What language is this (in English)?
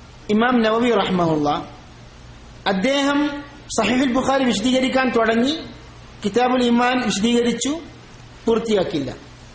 Malayalam